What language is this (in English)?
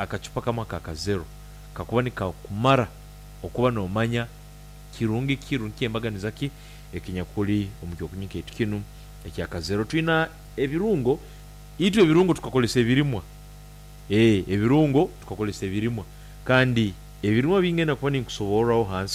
Nyankole